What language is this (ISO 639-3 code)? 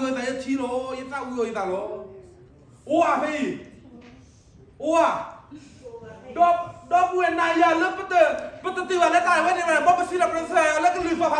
ksw